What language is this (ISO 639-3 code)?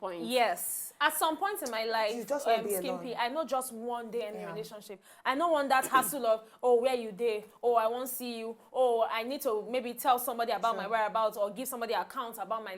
pcm